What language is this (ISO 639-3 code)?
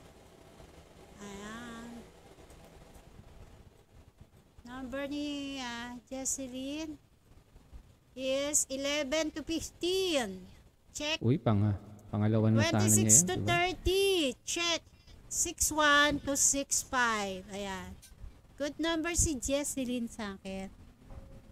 fil